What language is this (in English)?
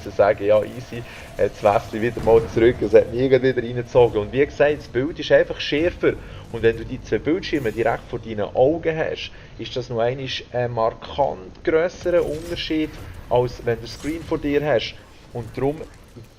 Swiss German